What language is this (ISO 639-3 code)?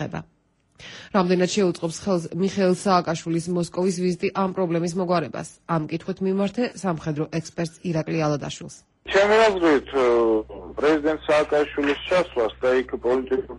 kat